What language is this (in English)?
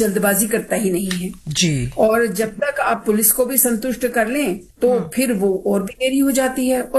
Hindi